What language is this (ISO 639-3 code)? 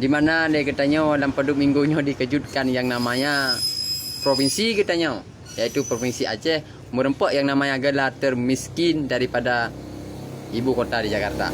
ace